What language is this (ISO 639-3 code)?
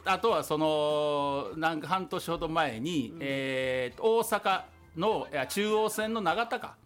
jpn